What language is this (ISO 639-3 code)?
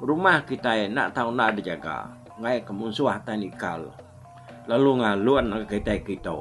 iba